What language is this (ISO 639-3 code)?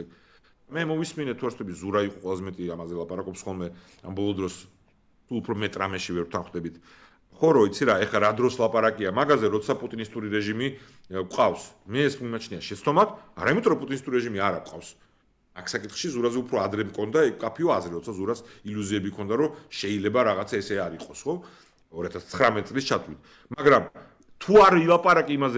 kat